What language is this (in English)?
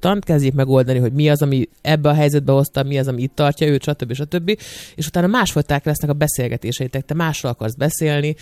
Hungarian